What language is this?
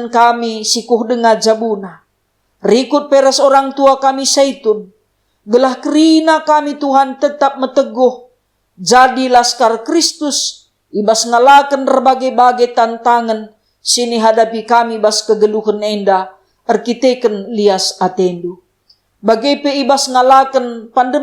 Batak Karo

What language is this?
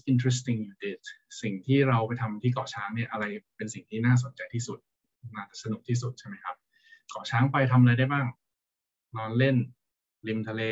Thai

